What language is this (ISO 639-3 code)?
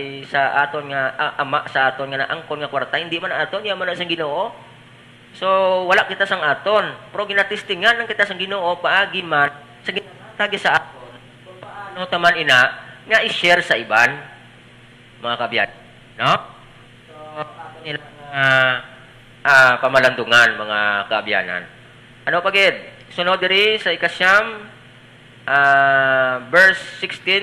hil